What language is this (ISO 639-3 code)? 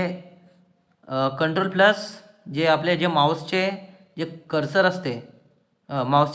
mar